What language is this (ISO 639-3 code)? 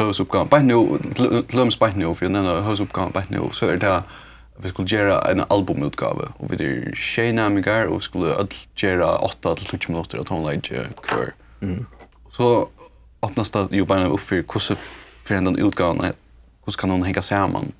fao